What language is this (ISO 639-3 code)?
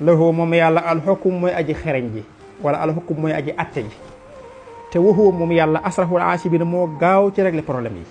wol